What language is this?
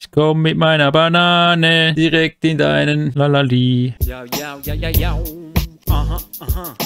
Swiss German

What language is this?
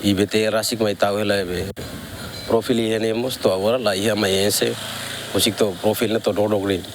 Tetum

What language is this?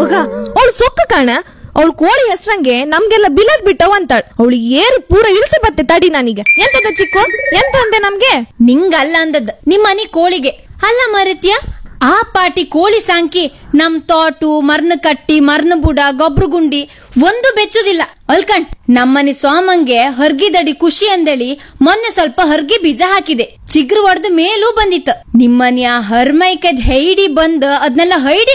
Kannada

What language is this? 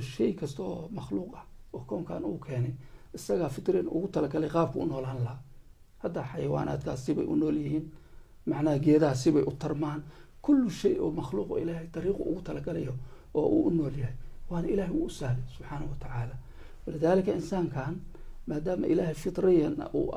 Somali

